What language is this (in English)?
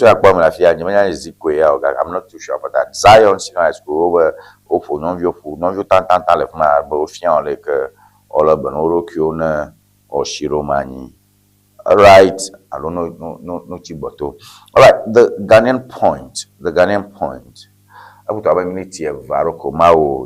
Ewe